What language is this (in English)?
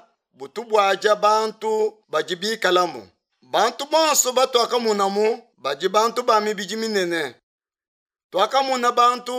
Luba-Lulua